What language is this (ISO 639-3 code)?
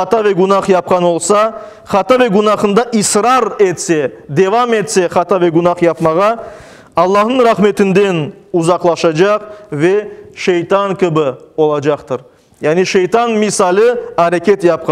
crh